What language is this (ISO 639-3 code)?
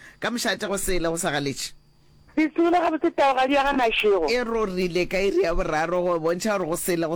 nso